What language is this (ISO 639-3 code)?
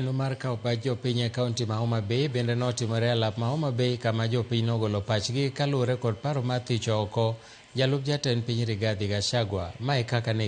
luo